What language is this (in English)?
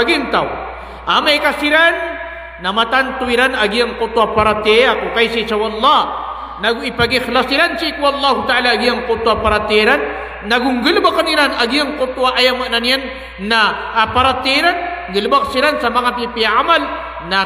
Maranao